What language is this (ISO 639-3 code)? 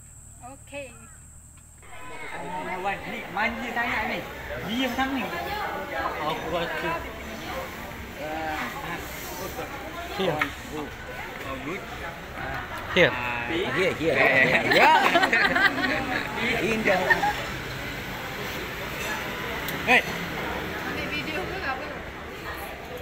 msa